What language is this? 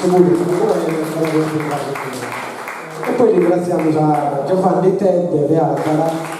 Sardinian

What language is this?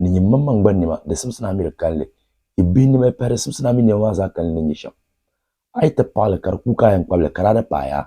Dagbani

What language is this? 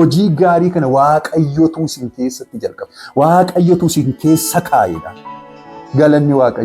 Oromo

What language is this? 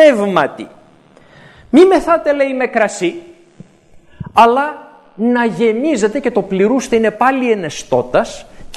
Greek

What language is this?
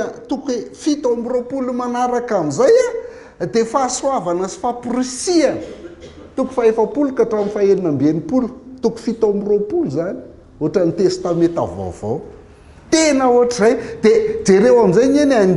Malagasy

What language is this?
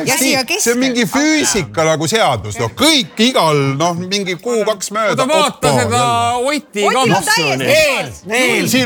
Estonian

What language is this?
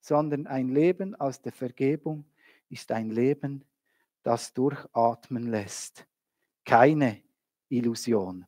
Swiss German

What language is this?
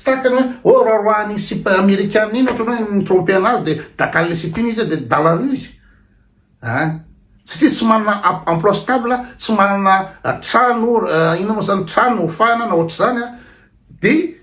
Malagasy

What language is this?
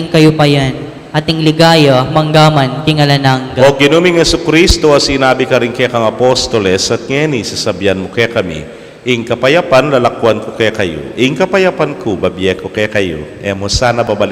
Pampanga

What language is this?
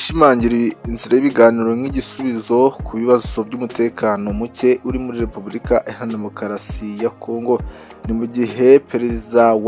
Kinyarwanda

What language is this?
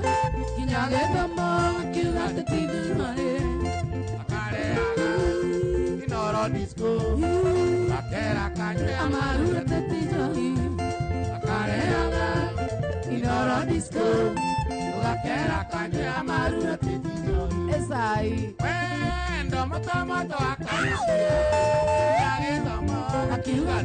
Kikuyu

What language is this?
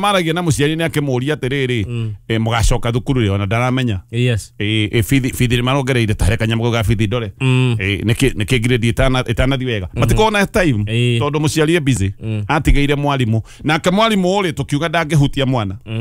Kikuyu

